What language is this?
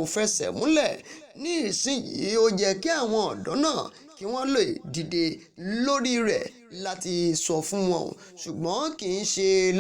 Yoruba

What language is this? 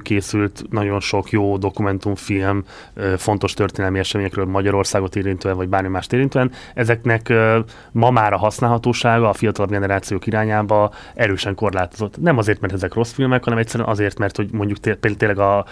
Hungarian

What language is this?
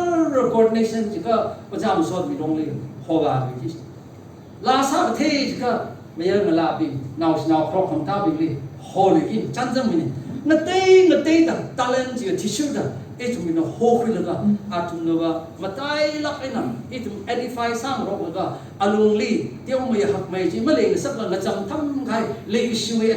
Tangkhul Naga (India)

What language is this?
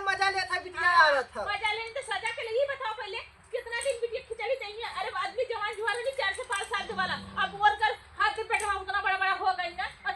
Awadhi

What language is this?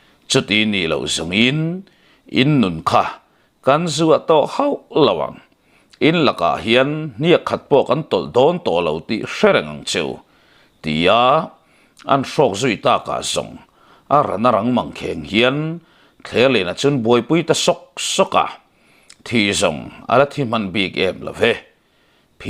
Mizo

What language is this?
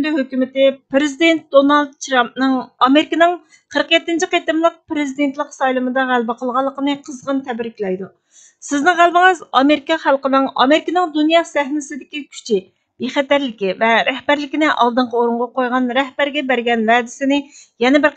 Uyghur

